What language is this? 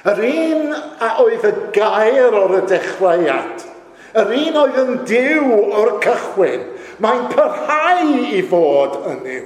Welsh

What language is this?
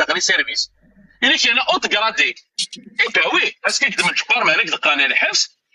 Kabyle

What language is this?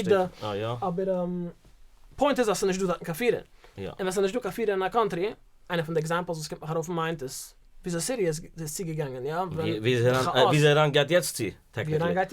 Yiddish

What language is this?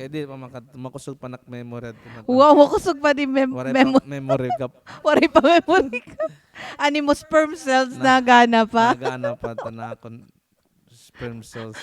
Waray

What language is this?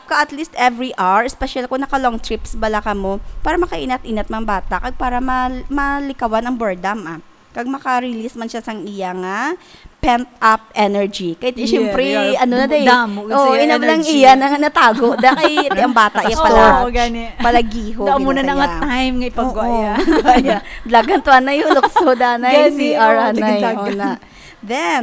Hiligaynon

